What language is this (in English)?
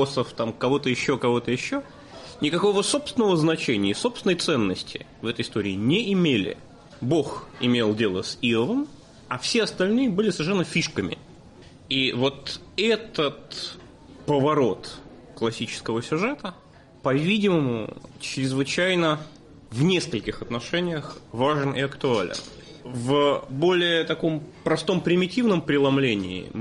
Russian